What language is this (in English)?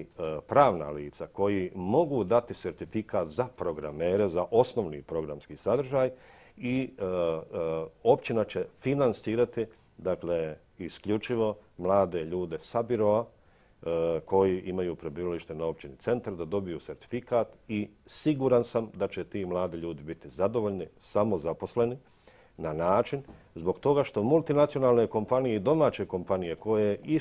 Bosnian